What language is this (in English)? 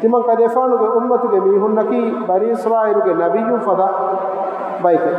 Divehi